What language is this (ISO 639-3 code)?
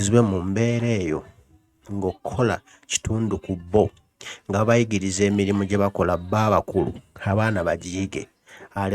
lug